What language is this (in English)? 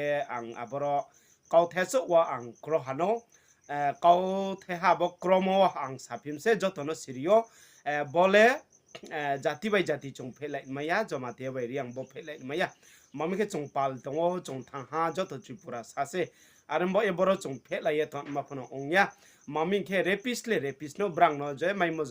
Kok Borok